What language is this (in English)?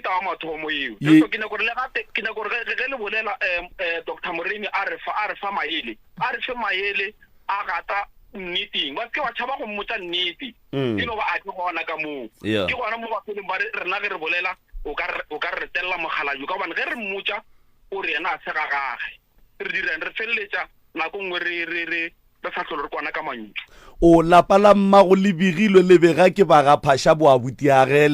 Northern Sotho